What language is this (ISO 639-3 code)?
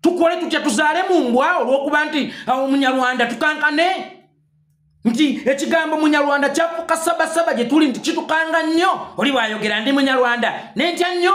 lug